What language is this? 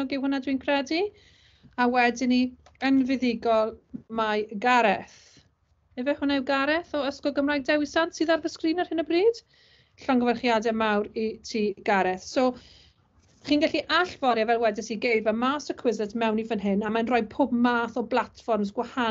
Welsh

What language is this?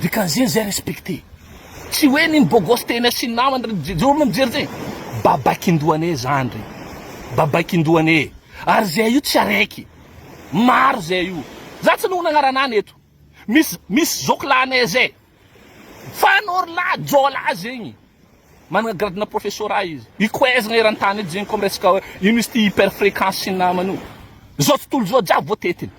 Malagasy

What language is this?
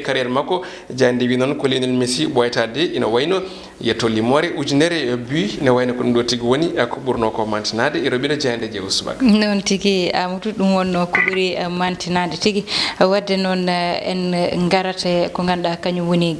Fula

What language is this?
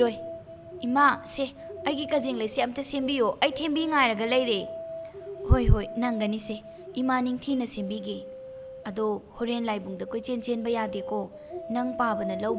Manipuri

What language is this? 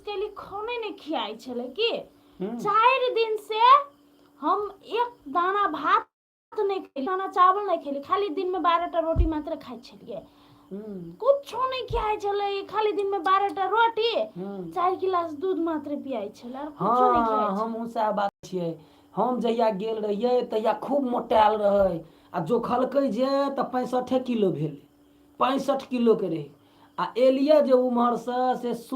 Maithili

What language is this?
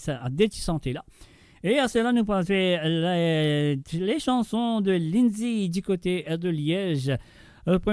Morisyen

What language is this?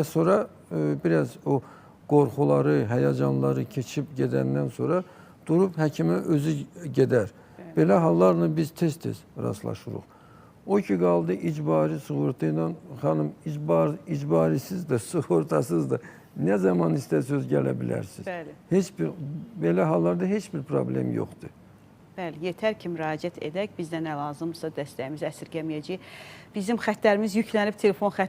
Azerbaijani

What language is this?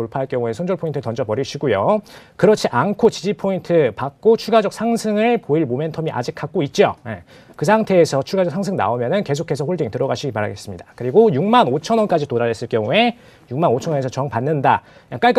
Korean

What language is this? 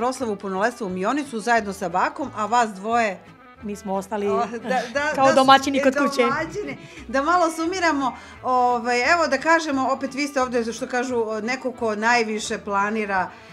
Serbian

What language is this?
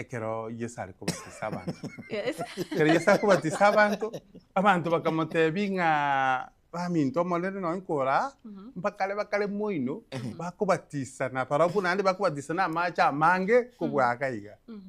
Gusii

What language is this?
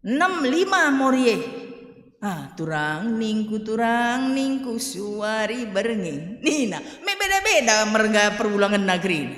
Batak Karo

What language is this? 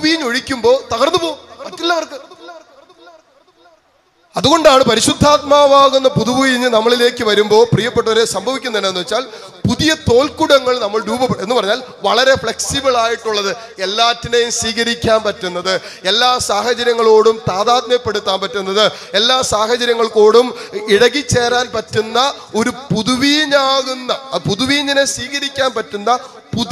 Malayalam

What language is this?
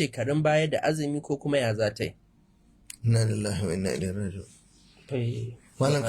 Hausa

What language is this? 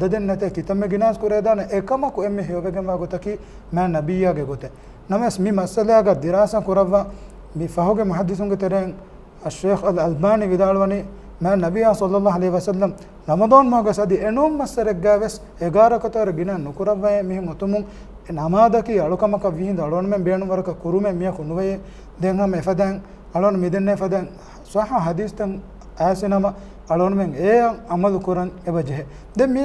Divehi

